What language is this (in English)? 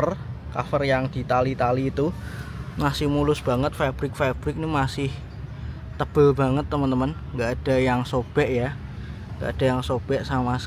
Indonesian